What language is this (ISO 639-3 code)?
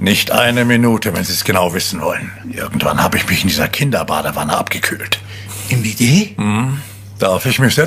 deu